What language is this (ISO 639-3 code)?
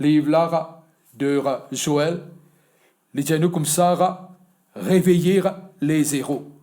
mfe